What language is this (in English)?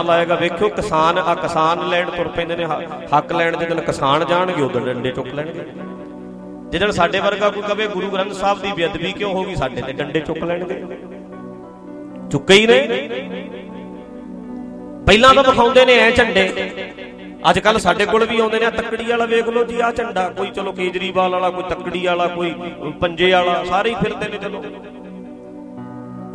Punjabi